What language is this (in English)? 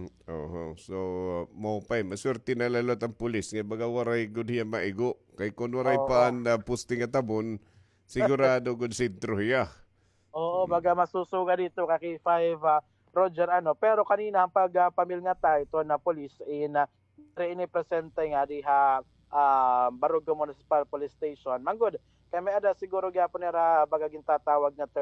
Waray